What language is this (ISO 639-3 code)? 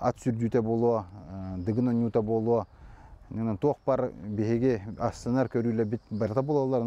sah